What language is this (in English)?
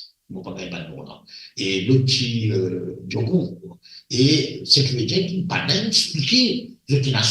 Morisyen